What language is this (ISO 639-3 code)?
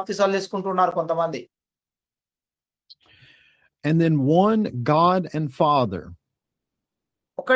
tel